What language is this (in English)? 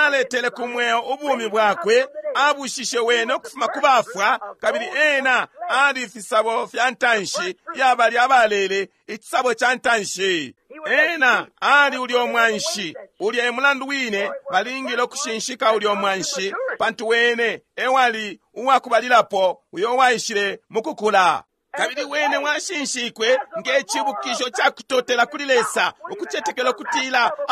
Bemba